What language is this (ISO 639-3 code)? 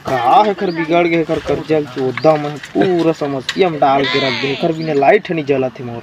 hne